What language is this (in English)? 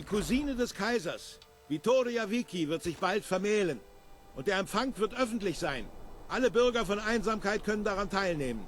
Bavarian